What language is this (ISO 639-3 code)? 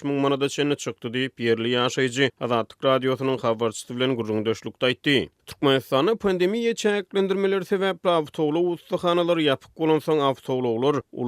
tuk